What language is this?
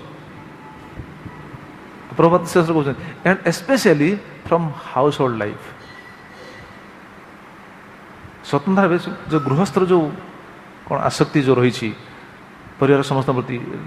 Odia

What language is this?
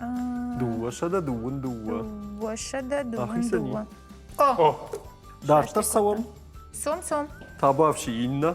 Ossetic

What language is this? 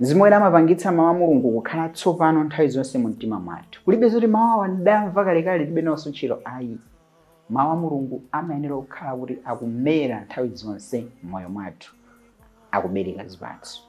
Nyanja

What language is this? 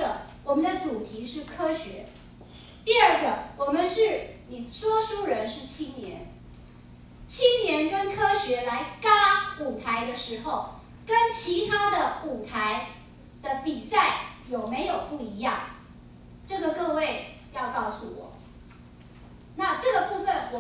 Chinese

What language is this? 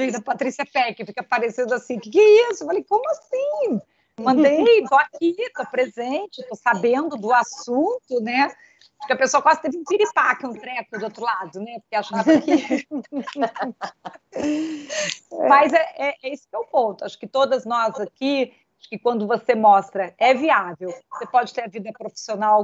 Portuguese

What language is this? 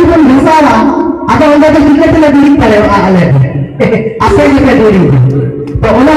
Santali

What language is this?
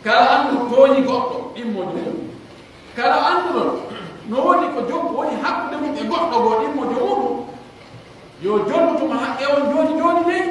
Pular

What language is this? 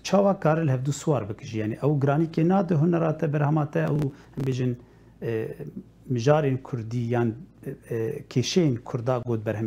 Kurdish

